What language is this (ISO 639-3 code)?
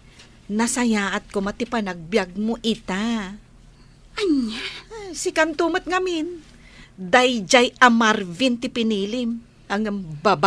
ilo